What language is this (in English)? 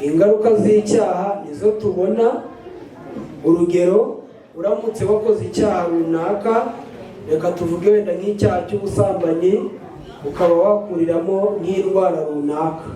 Kinyarwanda